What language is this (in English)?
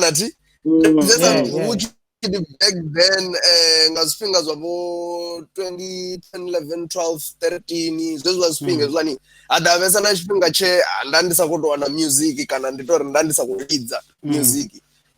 Venda